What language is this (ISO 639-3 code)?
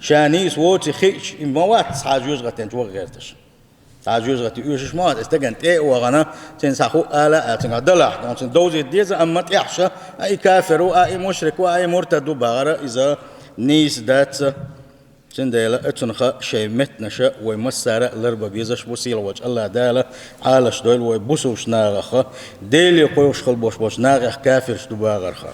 che